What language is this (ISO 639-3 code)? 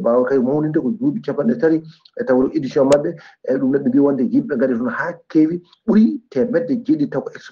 ful